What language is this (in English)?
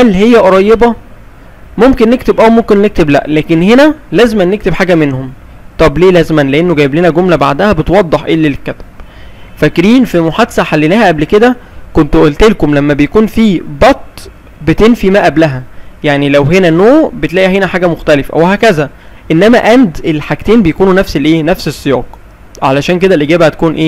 Egyptian Arabic